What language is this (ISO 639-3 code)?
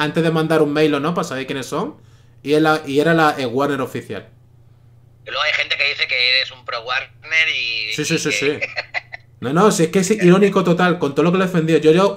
spa